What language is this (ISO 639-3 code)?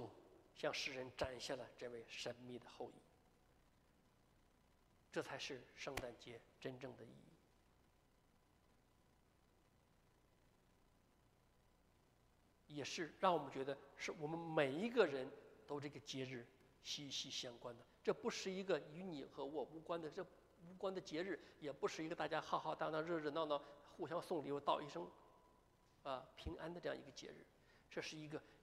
zho